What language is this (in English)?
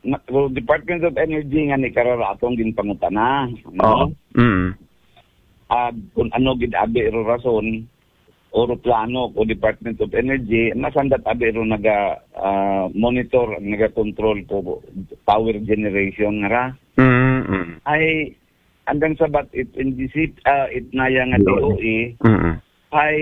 Aklanon